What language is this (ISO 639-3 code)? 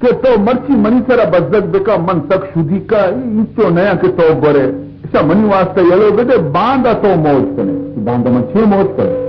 bal